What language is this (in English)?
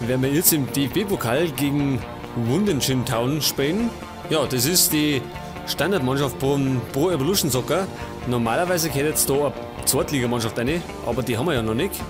Bavarian